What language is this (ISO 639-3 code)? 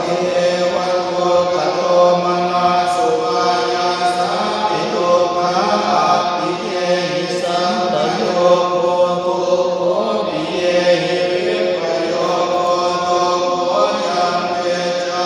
pli